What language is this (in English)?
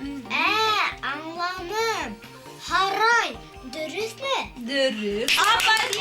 Bashkir